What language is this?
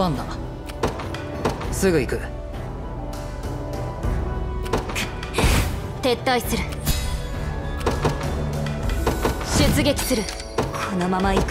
Japanese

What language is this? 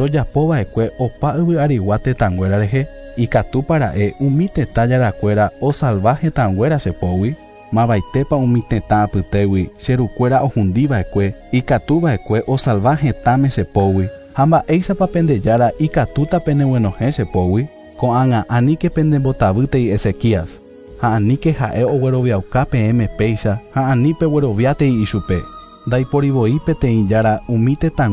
Guarani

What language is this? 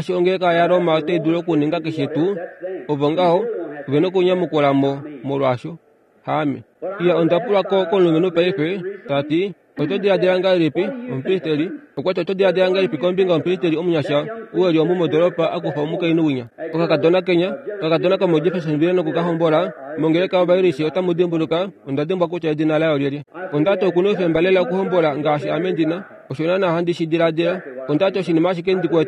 Kuanyama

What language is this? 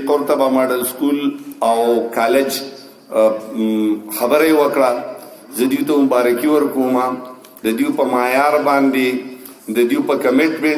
Pashto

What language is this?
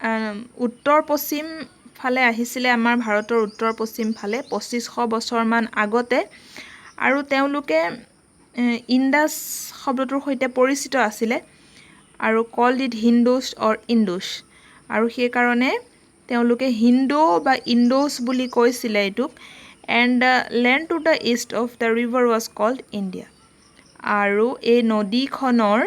Assamese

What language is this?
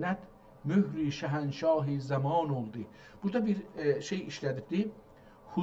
South Azerbaijani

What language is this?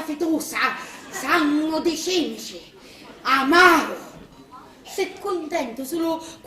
Sicilian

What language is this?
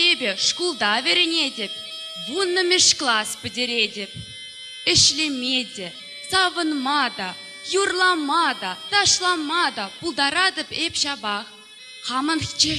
Chuvash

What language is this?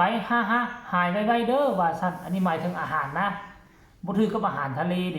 Northeastern Thai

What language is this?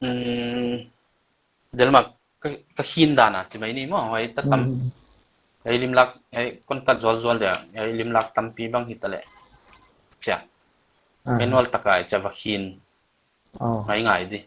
Paite Chin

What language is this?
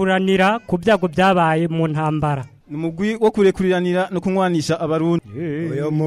Rundi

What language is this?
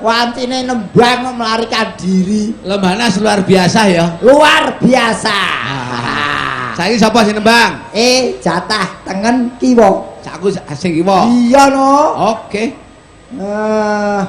Javanese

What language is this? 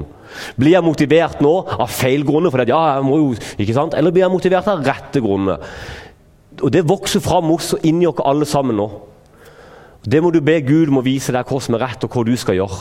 Norwegian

